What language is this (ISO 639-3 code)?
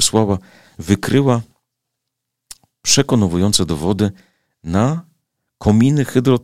pol